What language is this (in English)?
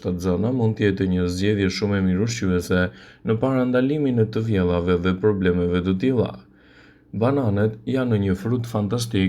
Albanian